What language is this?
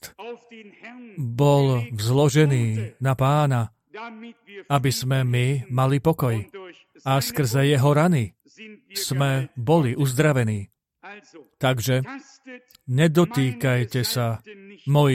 Slovak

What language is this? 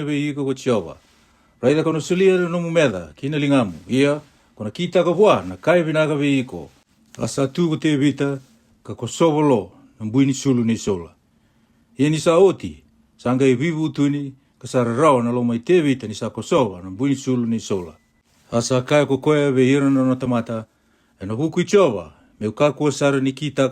Fijian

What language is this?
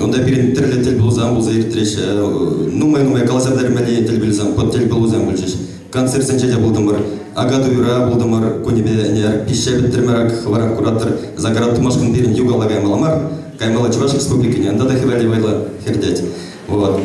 Chuvash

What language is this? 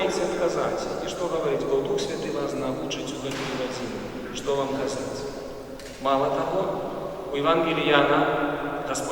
Belarusian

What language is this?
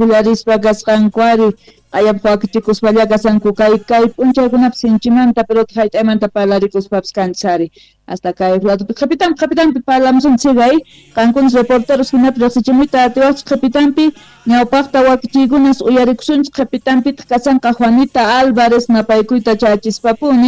South Bolivian Quechua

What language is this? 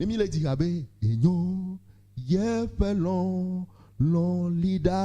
Ewe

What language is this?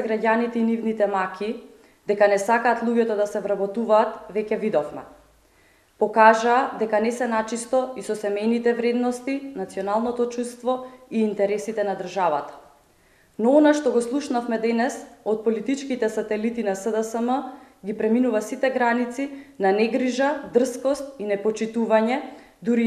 Macedonian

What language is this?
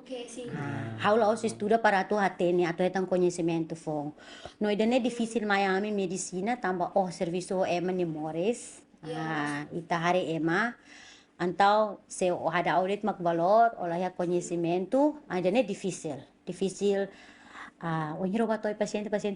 Tetum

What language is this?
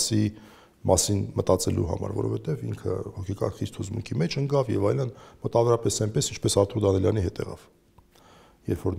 Armenian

